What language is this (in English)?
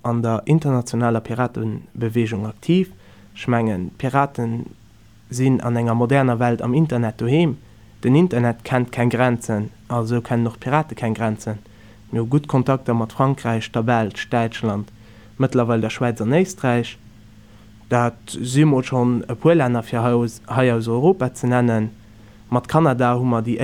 Luxembourgish